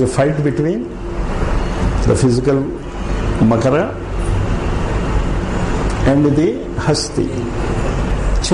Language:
Telugu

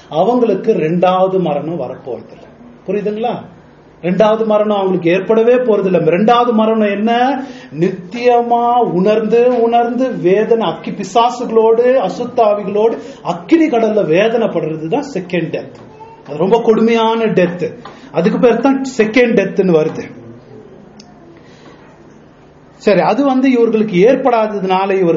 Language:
Tamil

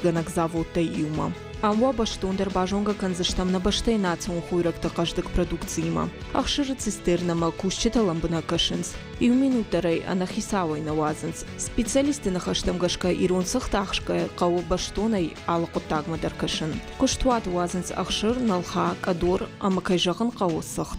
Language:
Ossetic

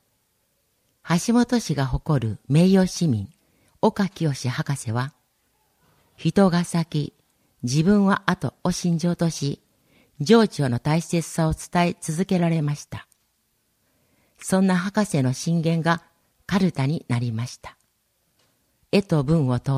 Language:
Japanese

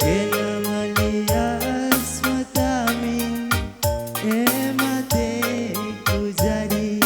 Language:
Batak Karo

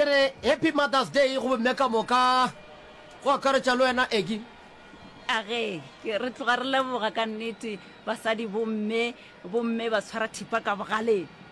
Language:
Northern Sotho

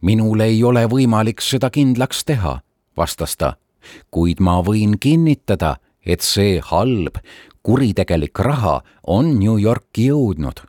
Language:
Estonian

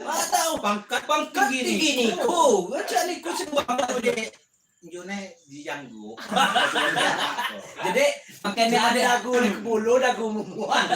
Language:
Lampung Api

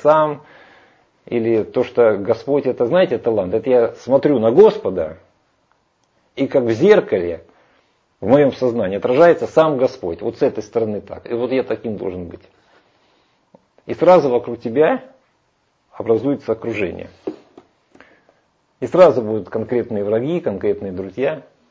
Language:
Russian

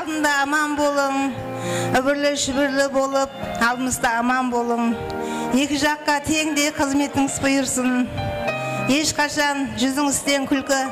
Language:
Kara-Kalpak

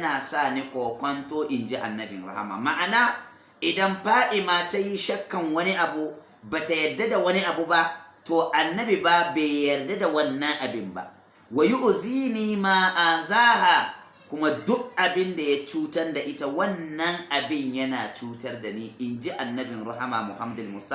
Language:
Hausa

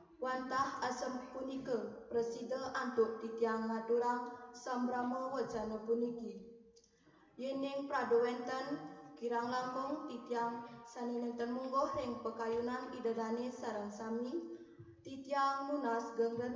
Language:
Balinese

